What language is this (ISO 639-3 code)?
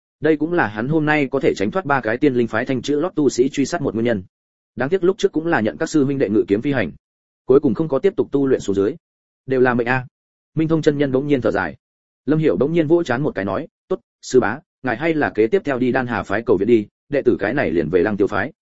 vie